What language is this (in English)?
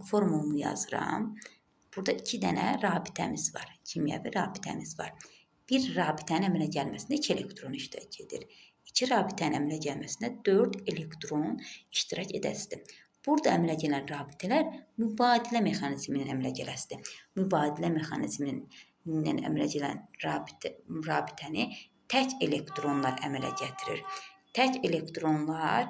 Azerbaijani